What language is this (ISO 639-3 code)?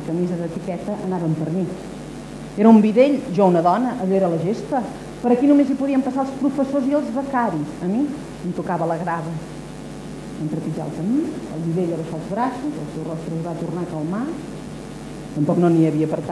cat